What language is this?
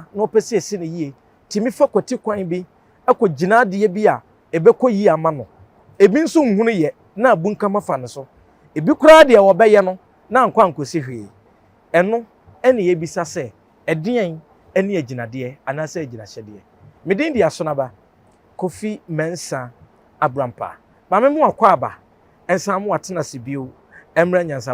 Akan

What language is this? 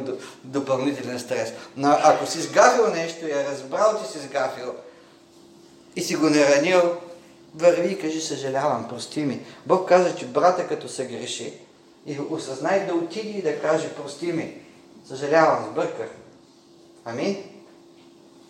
Bulgarian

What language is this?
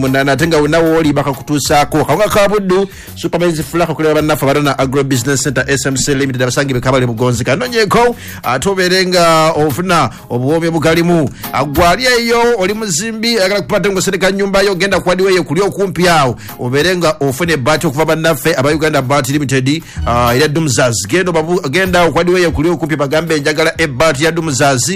Ganda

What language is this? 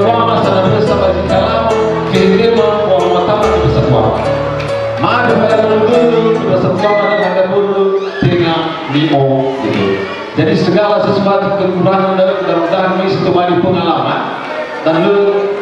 Nias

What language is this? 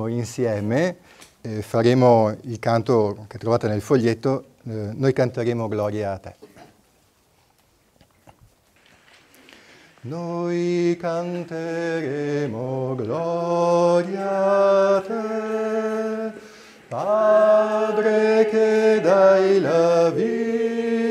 Italian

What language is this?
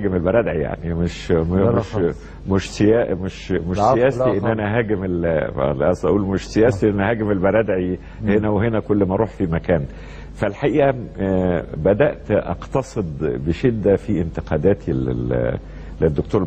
Egyptian Arabic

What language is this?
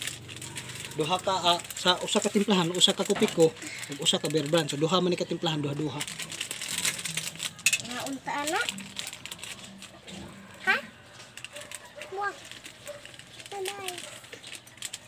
Cebuano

